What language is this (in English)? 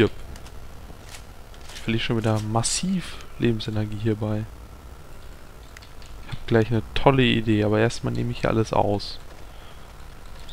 German